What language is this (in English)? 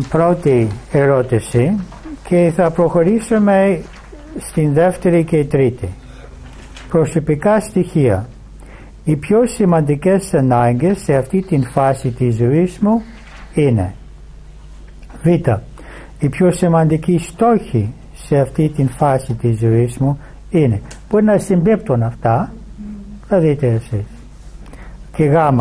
Greek